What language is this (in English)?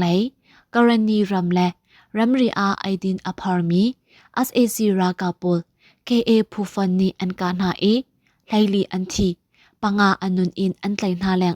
Hakha Chin